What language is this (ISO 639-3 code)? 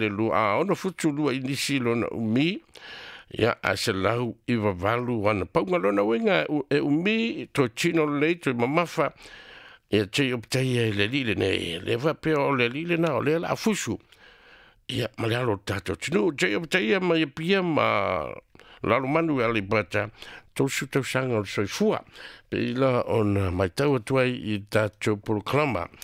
smo